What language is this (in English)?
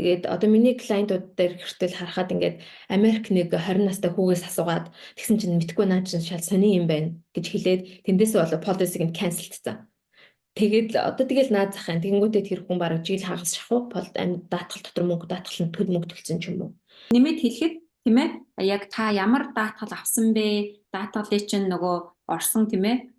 Mongolian